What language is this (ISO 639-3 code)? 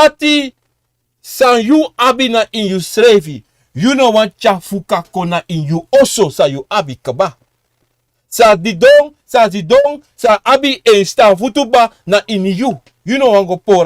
srn